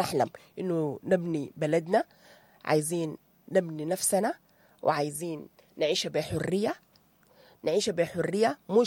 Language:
Sudanese Arabic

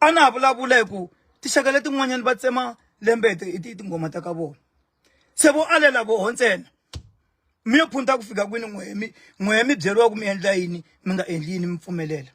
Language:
Tsonga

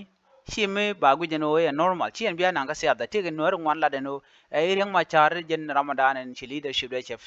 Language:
Nuer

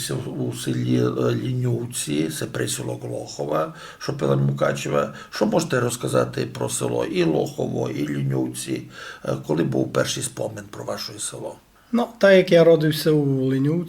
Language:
Rusyn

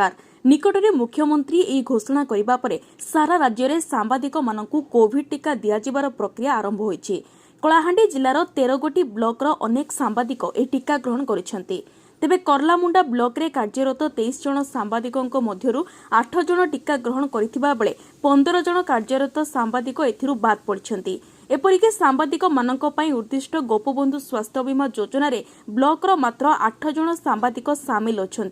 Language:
Odia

